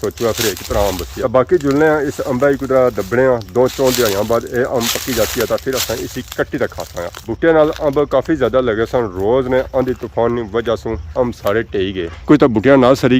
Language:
Pahari-Potwari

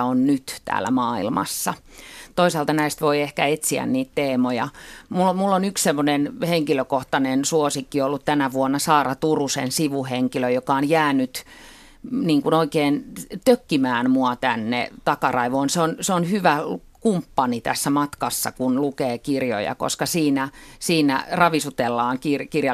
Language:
Finnish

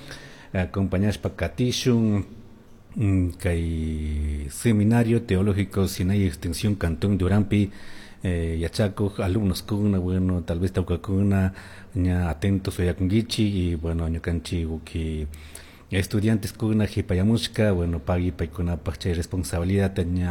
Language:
Chimborazo Highland Quichua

